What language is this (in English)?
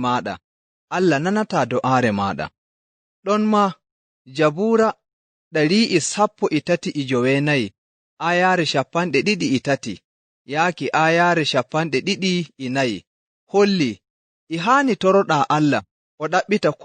Nigerian Fulfulde